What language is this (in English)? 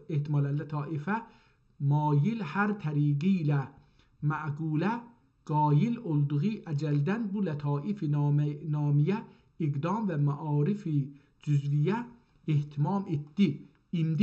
South Azerbaijani